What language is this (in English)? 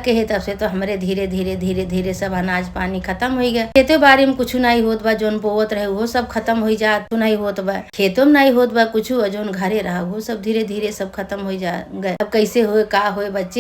Awadhi